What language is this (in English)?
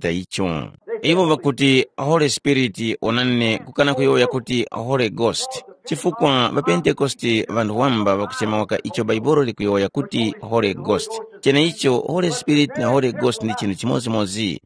Tumbuka